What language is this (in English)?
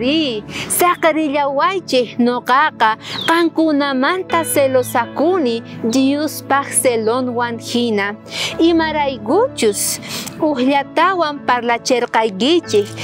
South Bolivian Quechua